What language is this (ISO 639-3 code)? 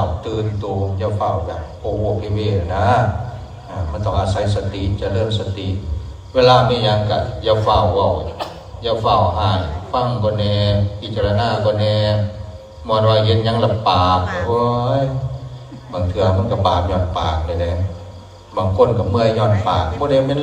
tts